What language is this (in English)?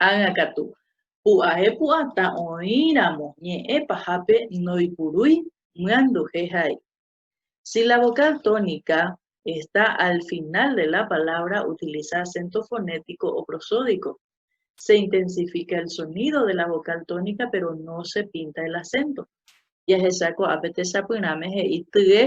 Guarani